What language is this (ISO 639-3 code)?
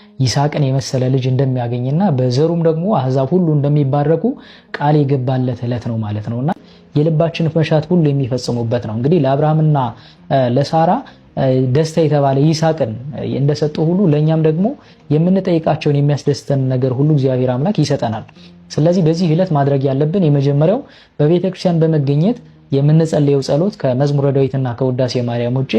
amh